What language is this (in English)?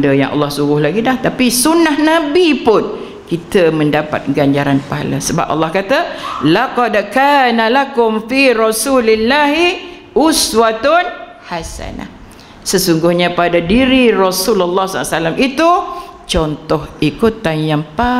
Malay